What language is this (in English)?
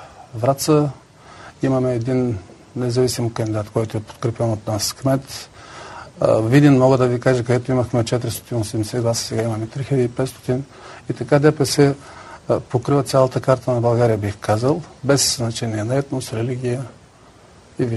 Bulgarian